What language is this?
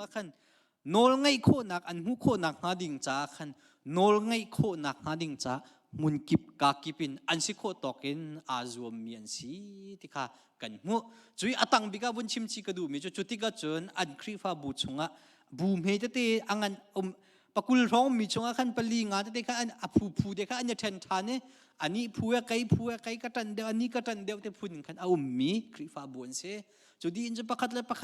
Hakha Chin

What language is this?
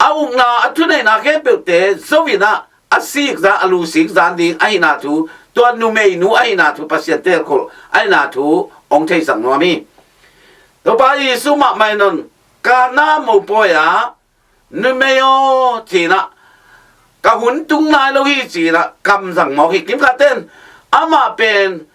Tedim Chin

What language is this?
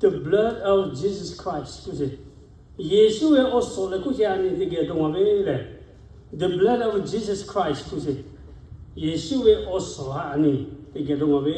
Lahu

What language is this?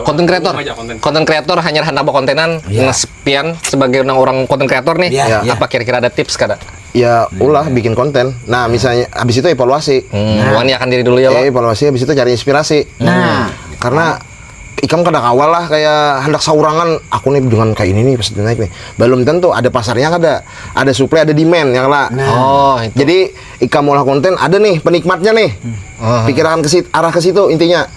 Banjar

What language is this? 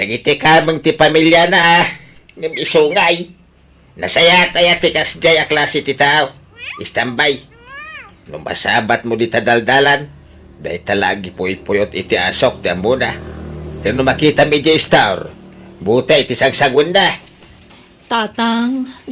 Iloko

